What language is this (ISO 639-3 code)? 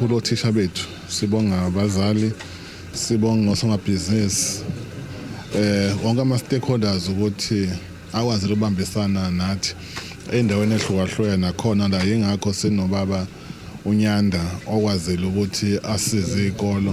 zul